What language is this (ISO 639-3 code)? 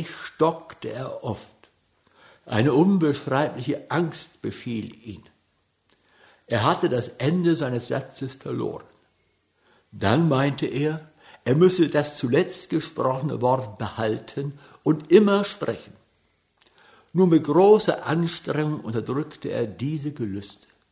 deu